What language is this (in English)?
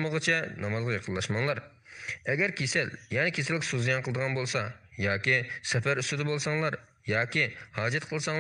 Uyghur